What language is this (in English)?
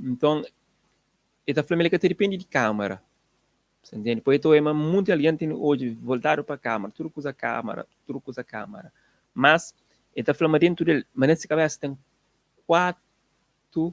Kabuverdianu